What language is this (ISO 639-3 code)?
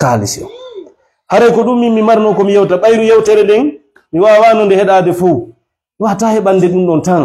ful